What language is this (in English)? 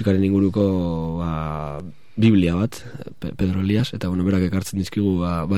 Basque